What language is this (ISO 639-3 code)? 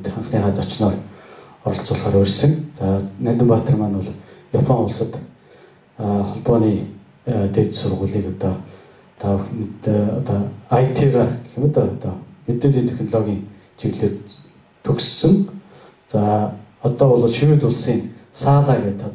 mon